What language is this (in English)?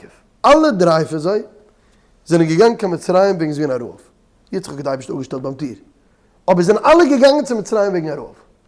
Yiddish